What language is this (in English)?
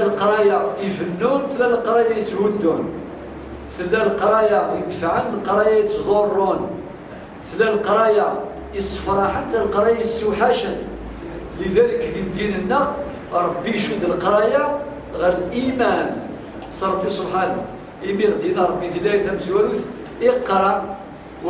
Kabyle